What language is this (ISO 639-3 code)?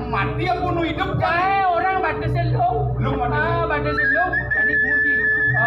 ban